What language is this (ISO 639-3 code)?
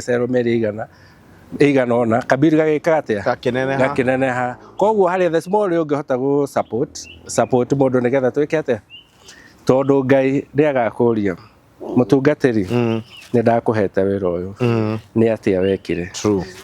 kik